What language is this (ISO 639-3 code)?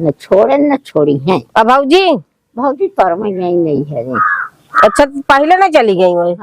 awa